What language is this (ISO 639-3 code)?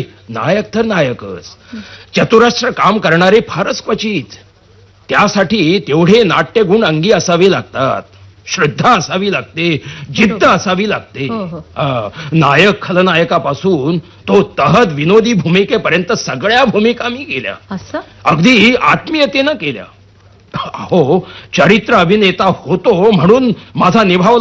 mar